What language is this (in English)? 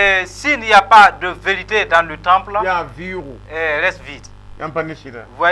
Mossi